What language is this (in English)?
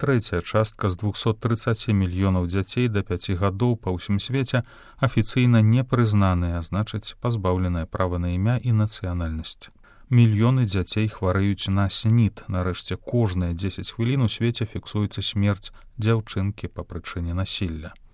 Belarusian